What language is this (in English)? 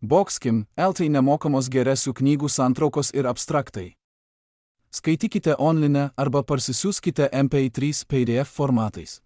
Lithuanian